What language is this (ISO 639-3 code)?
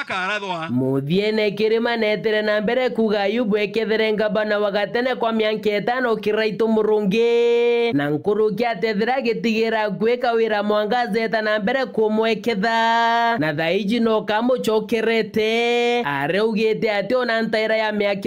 mer